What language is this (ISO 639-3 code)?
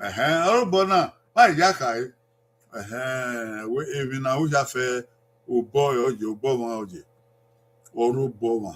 bin